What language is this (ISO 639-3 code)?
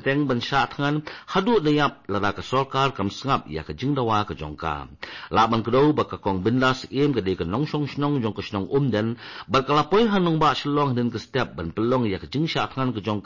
kha